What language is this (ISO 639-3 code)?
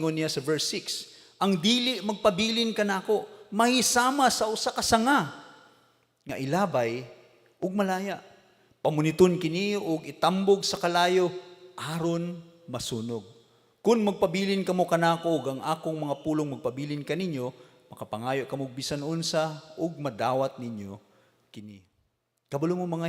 ceb